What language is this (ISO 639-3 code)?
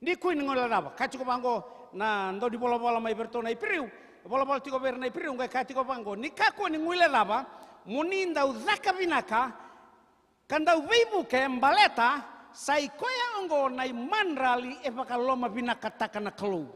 fij